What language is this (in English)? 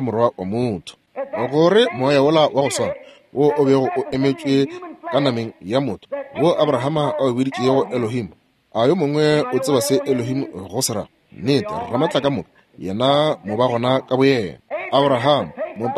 Northern Sotho